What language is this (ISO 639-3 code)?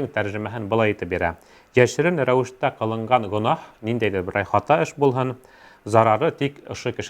bak